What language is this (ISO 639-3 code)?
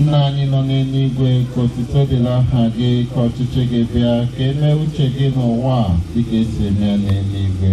ibo